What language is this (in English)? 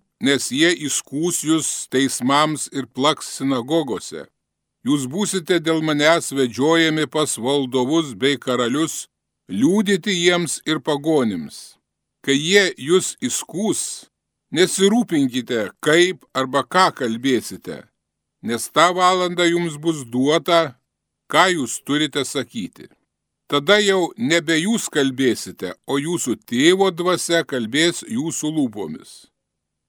Lithuanian